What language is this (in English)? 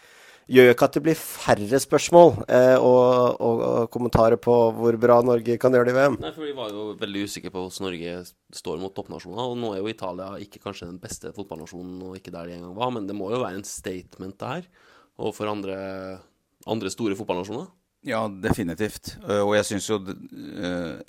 Norwegian